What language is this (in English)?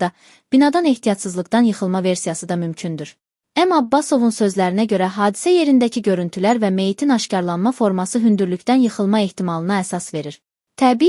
Azerbaijani